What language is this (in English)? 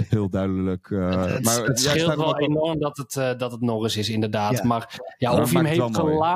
Dutch